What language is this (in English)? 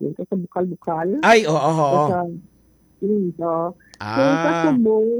Hiligaynon